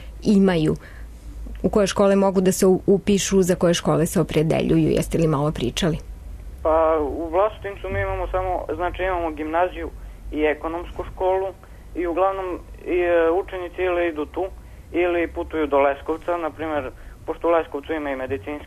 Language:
Serbian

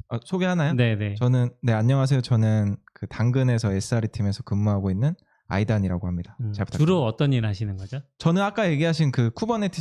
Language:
Korean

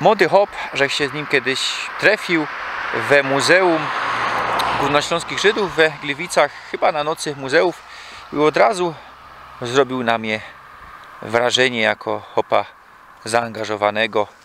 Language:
Silesian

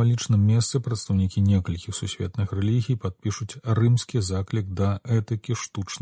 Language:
Belarusian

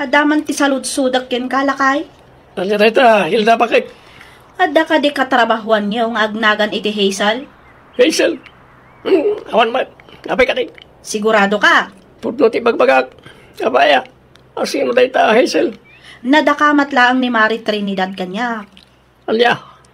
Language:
Iloko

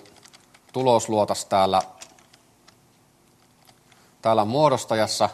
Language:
Finnish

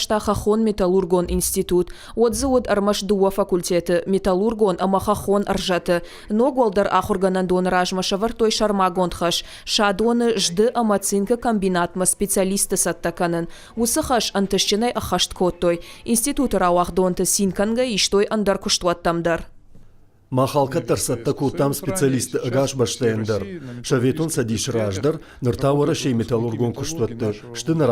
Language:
Ossetic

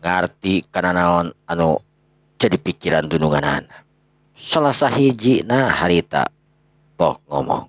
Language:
Sundanese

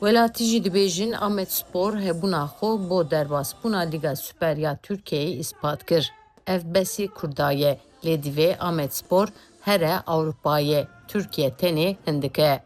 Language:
Kurdish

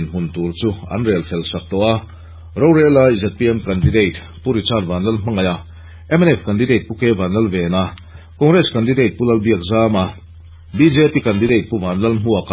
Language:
Mizo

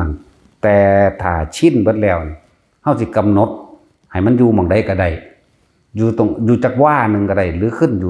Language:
Northeastern Thai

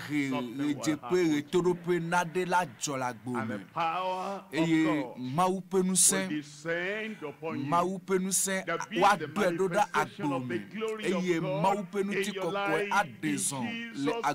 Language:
Ewe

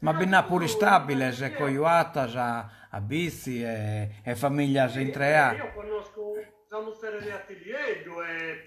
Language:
Sardinian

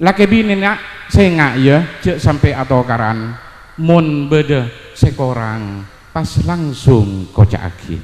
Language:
Madurese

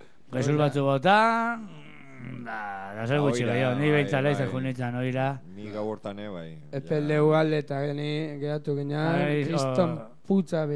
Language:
Basque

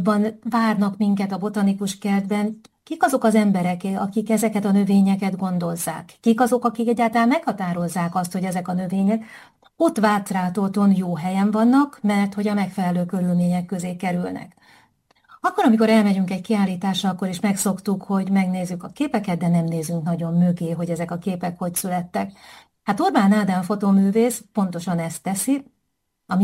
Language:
Hungarian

